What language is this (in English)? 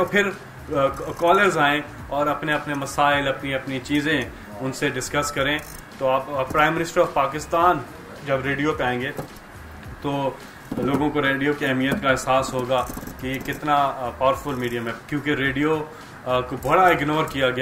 Urdu